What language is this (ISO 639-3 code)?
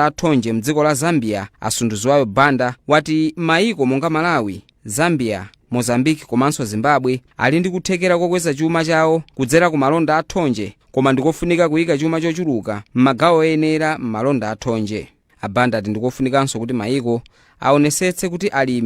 nya